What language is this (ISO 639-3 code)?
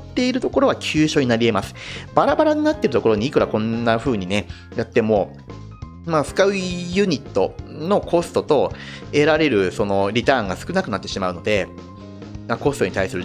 jpn